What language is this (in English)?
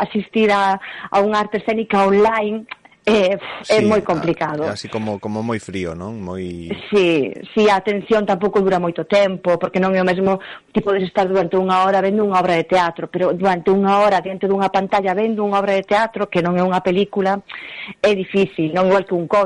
Galician